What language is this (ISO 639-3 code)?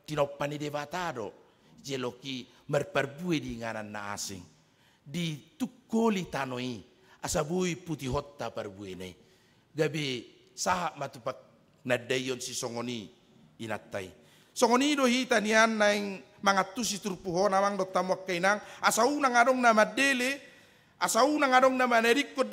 bbc